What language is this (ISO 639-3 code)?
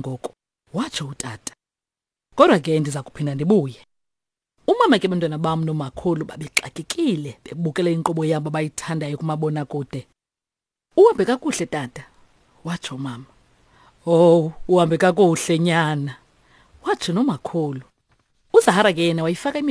xho